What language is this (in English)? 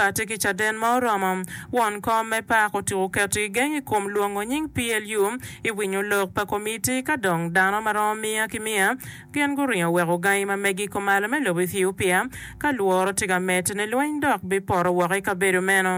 Acoli